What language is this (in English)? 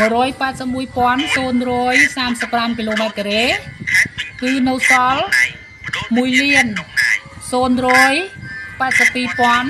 Khmer